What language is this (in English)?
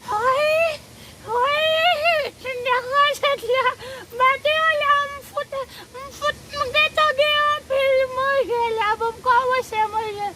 Haitian Creole